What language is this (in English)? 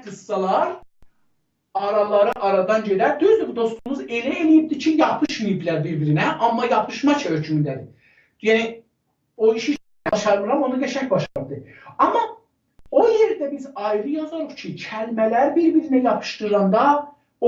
South Azerbaijani